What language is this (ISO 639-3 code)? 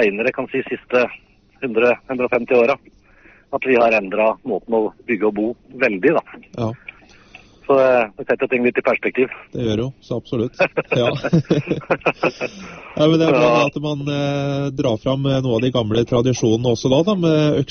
nor